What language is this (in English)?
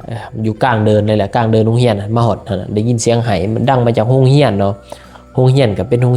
Lao